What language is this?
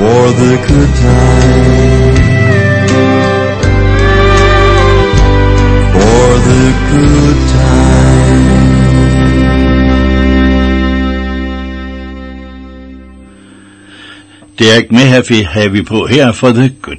Danish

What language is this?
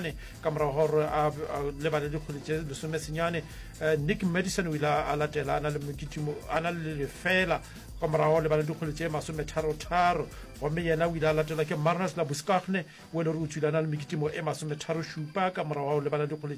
Northern Sotho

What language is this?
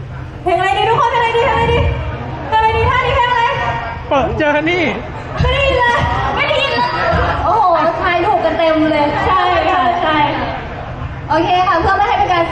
Thai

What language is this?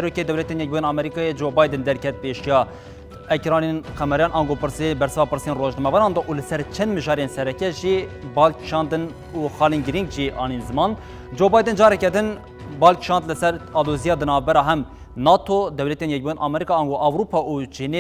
Kurdish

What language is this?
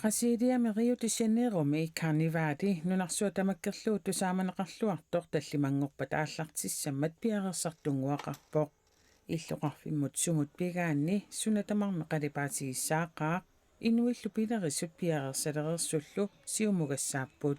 Kalaallisut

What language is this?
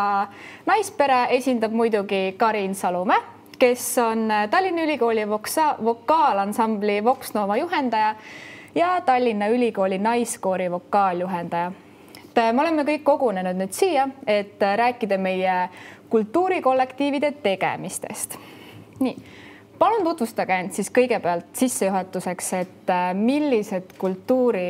Estonian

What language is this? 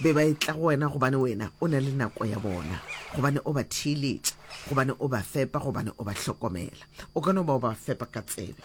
Northern Sotho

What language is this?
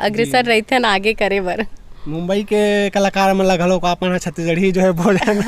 Chhattisgarhi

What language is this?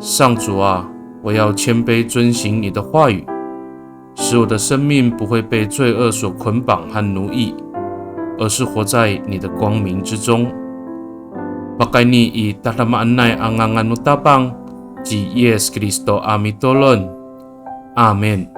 Amis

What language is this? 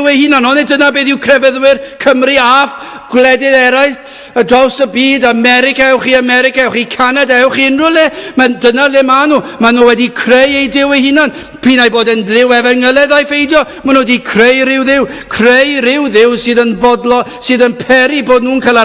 Welsh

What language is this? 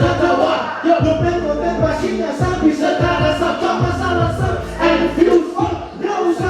Manado Malay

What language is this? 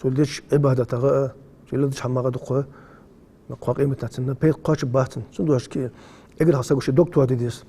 Ingush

